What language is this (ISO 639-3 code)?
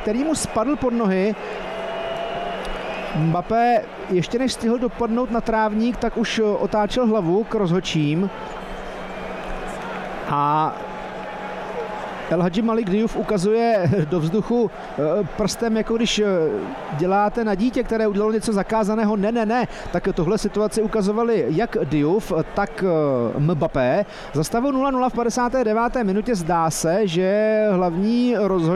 ces